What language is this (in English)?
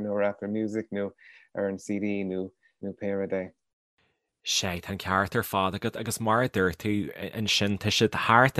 Irish